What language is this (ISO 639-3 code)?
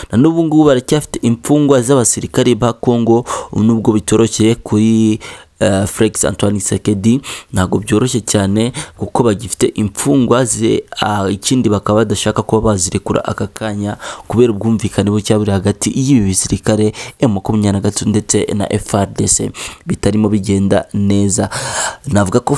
kin